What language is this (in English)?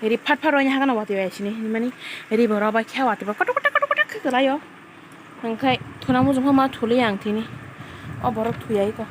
Kok Borok